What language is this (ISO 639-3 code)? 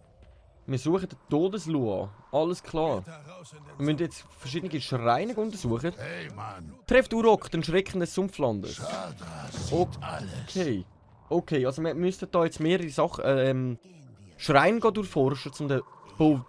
gsw